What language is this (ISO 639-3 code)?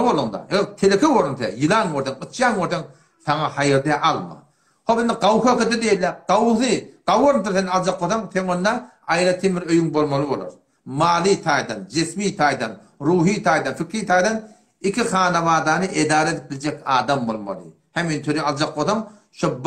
tuk